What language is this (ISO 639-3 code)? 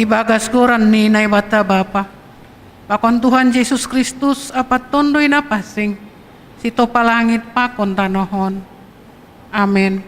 bts